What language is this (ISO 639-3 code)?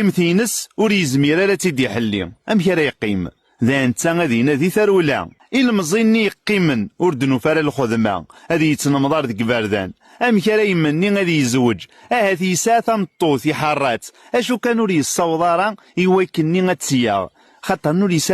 kab